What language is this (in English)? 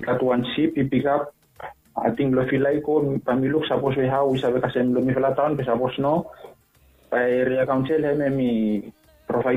Bislama